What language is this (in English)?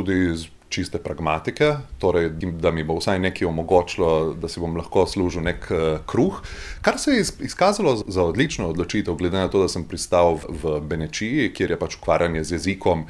Slovenian